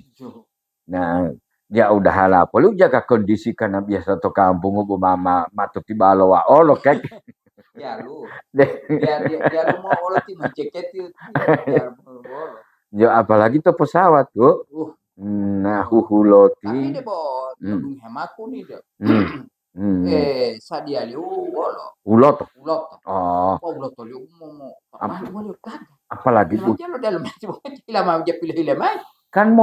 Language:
Gorontalo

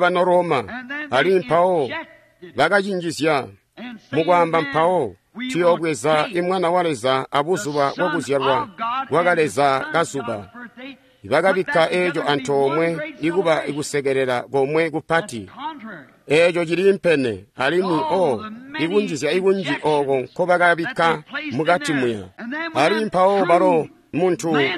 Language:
Tonga (Zambia)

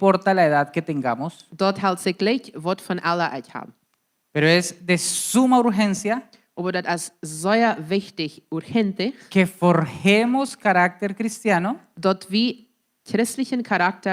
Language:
Plautdietsch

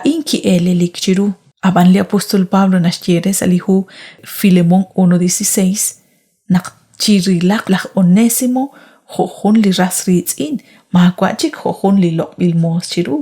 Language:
Kekchí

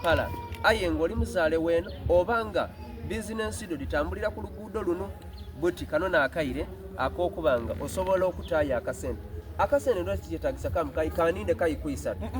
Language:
Soga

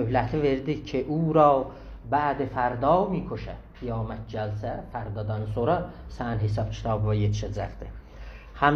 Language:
South Azerbaijani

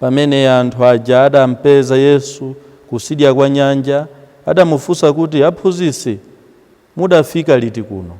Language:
Nyanja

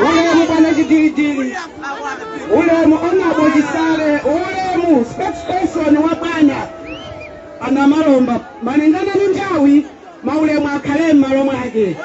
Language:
Nyanja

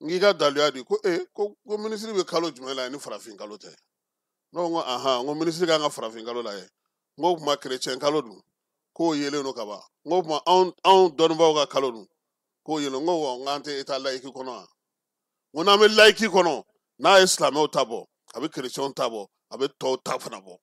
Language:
Bambara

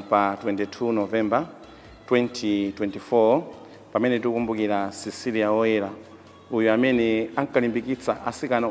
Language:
Nyanja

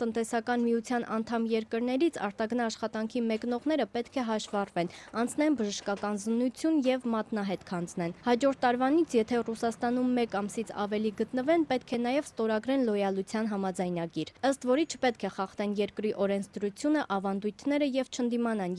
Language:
Armenian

